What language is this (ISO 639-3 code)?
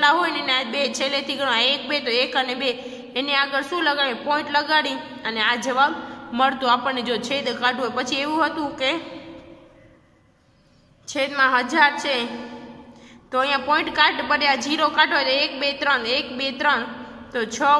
guj